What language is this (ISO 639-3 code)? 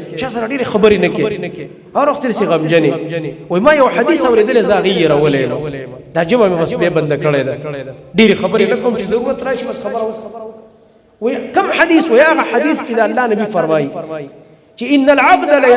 pus